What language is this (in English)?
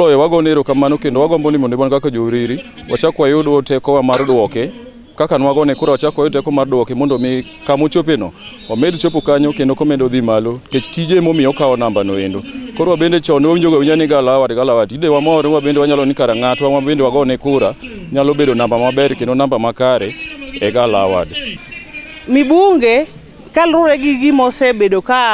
Luo (Kenya and Tanzania)